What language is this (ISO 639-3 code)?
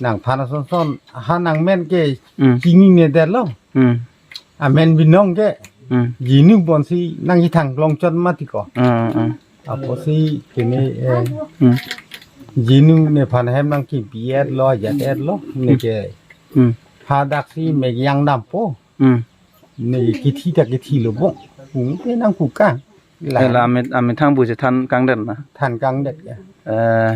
mjw